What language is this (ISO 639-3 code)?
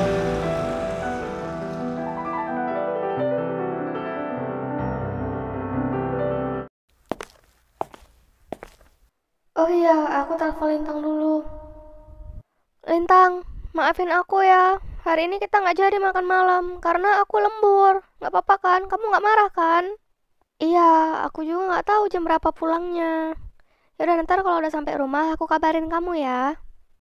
ind